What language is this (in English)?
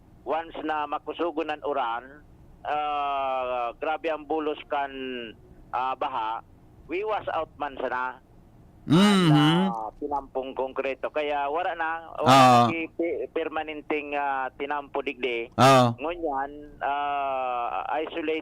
Bikol